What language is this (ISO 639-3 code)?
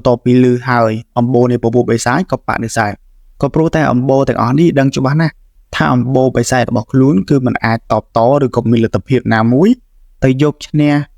khm